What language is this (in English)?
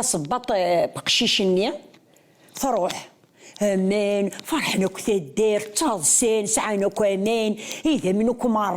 Kabyle